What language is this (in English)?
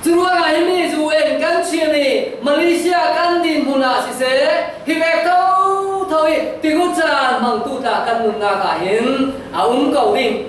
Falam Chin